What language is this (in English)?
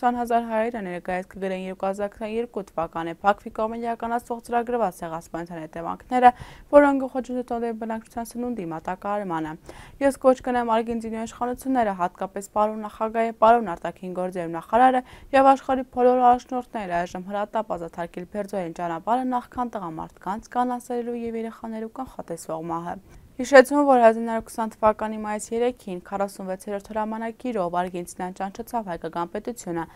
Armenian